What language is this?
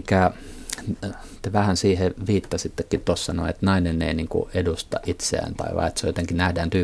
Finnish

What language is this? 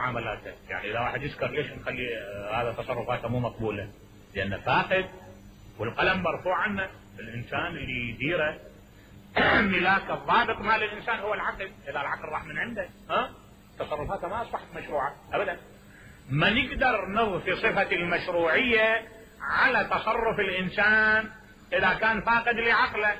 Mesopotamian Arabic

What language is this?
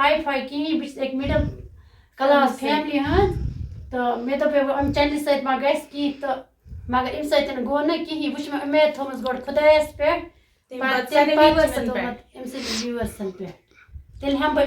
Kashmiri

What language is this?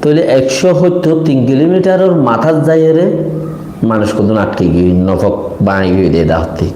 Rohingya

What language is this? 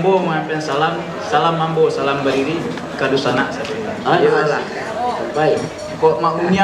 Minangkabau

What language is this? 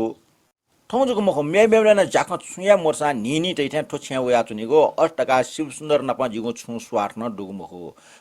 Newari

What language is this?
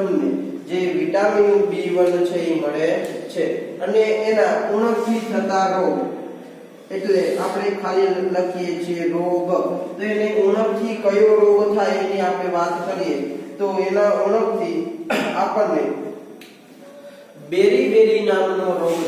Gujarati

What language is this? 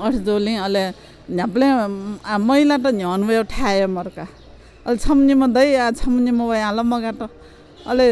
Newari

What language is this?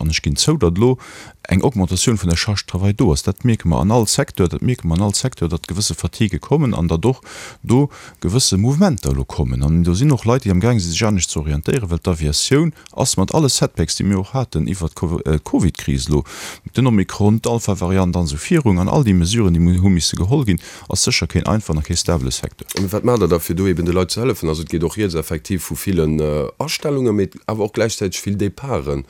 Luxembourgish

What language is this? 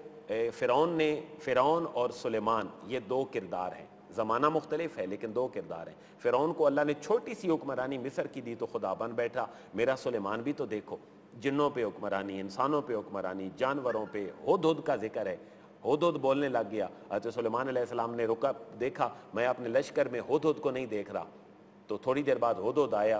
Urdu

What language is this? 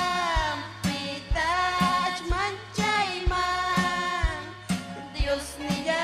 Ayacucho Quechua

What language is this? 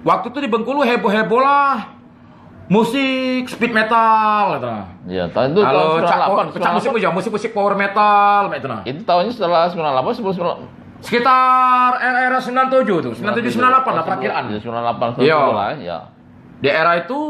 Musi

